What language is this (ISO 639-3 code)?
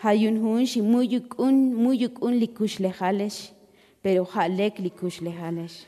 tzo